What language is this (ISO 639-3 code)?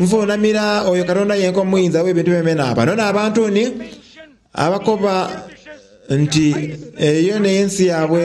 xog